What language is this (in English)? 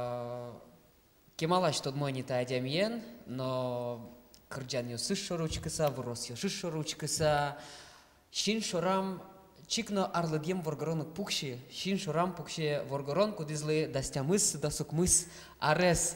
Udmurt